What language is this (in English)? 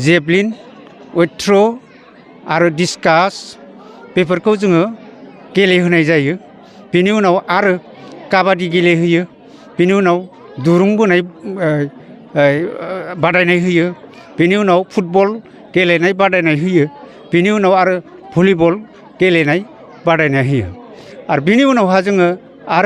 Bodo